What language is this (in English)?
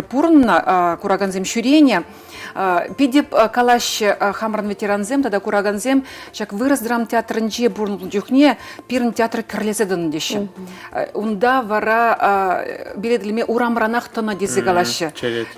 Chuvash